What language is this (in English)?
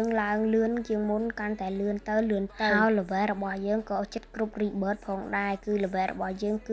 Khmer